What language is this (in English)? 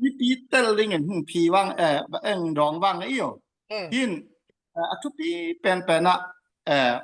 Tedim Chin